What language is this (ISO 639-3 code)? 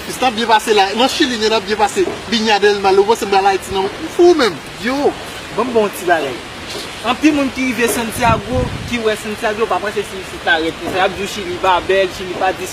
hat